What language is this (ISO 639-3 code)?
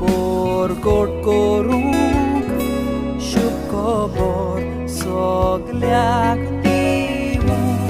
kok